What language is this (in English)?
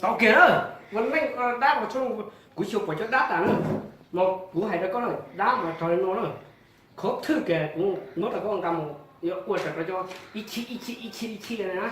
Hmong